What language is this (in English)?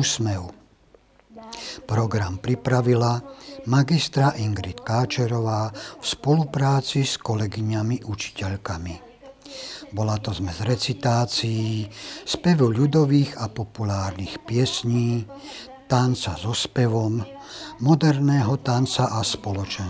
Slovak